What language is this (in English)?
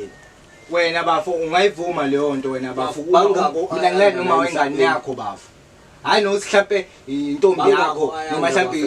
Zulu